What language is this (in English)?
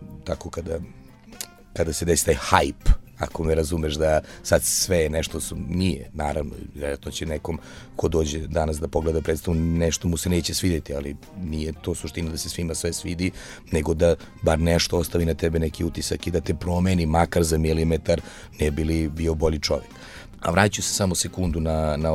Serbian